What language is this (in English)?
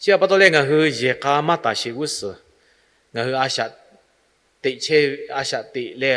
Lahu